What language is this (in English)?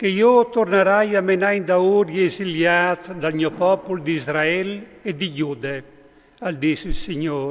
Friulian